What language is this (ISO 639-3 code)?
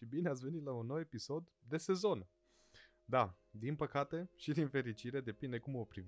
ron